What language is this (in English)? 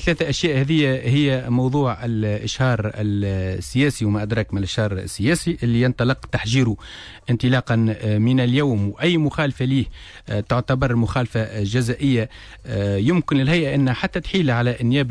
Tunisian Arabic